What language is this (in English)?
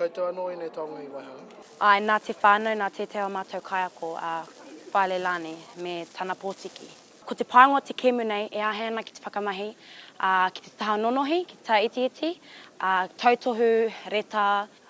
Māori